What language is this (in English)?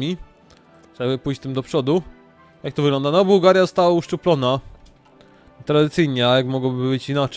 Polish